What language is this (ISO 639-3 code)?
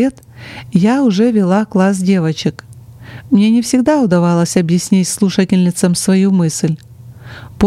rus